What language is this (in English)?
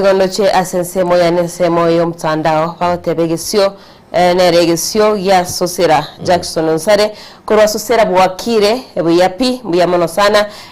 Gusii